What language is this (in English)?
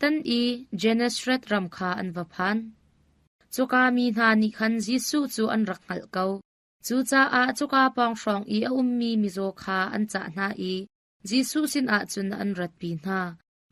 Hakha Chin